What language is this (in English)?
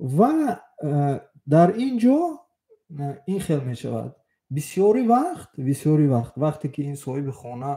Tajik